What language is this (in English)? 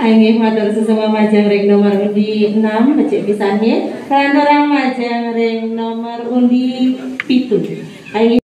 Balinese